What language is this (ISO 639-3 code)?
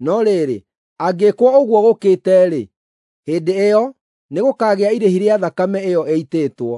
kik